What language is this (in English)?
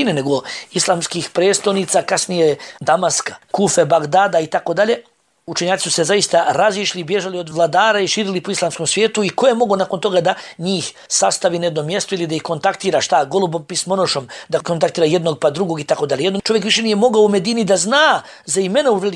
Bosnian